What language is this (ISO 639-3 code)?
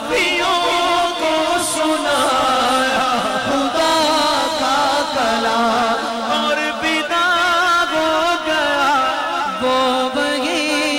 urd